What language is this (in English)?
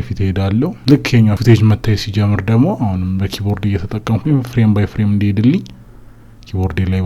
Amharic